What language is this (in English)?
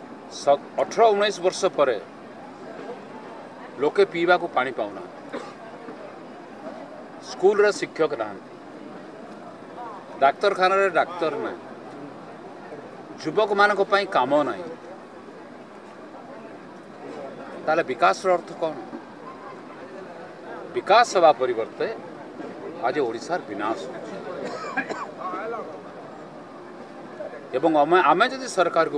Odia